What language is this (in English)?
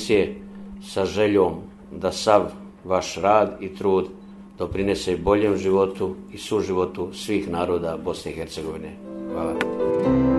Bosnian